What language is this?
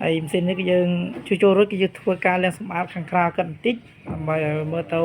Khmer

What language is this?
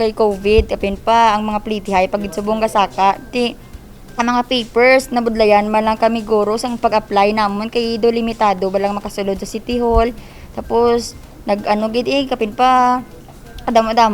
Hiligaynon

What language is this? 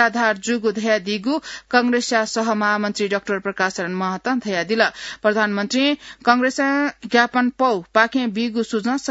Newari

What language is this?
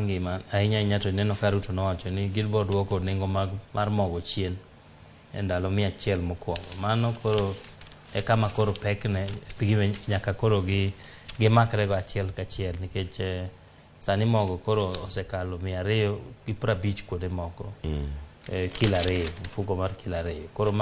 Luo (Kenya and Tanzania)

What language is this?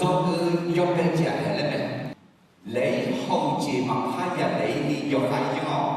Akha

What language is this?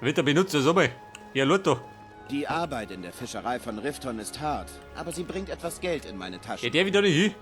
Bavarian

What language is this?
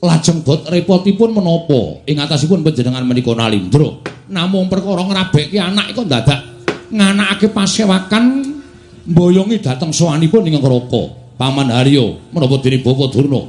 Javanese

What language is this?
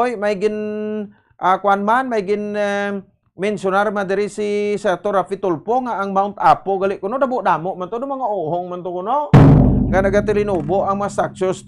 Hiligaynon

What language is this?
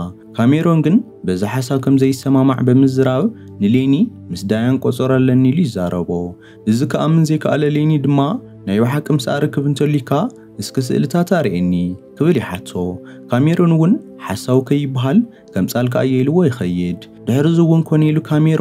Tigrinya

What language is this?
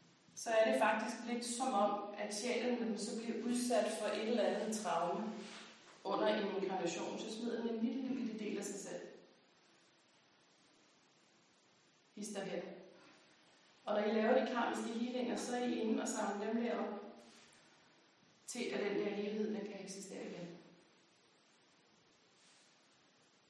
Danish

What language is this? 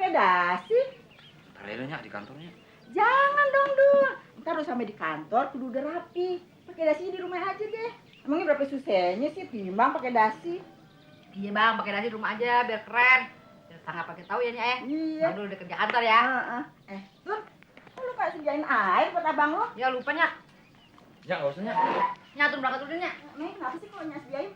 Betawi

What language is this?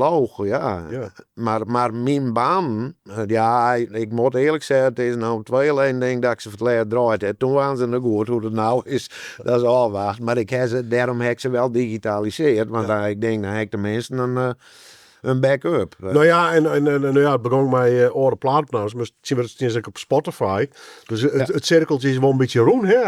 Western Frisian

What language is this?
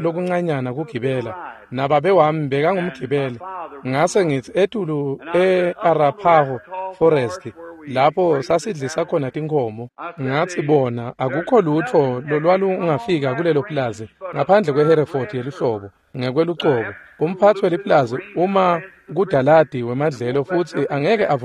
Swati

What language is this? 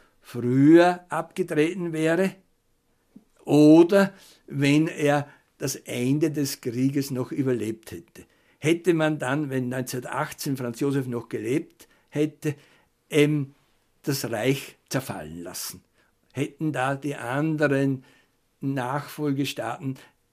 German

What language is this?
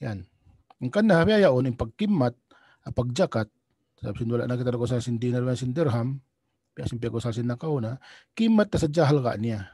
Tausug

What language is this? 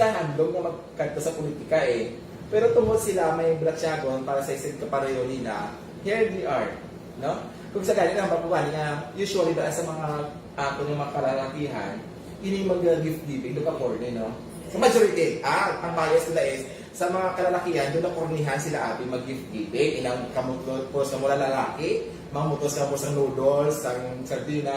Hiligaynon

